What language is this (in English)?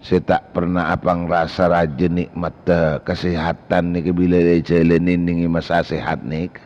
Madurese